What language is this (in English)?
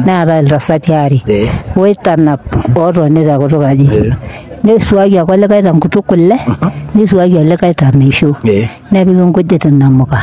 Masai